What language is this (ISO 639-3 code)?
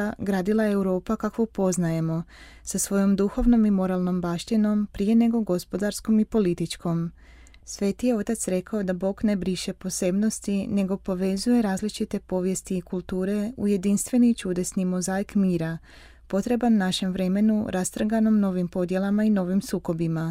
hrv